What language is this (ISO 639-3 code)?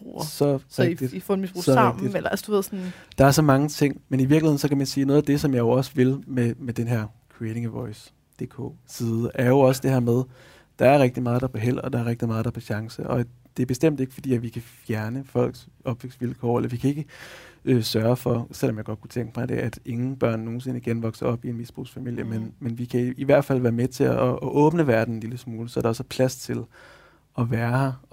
dan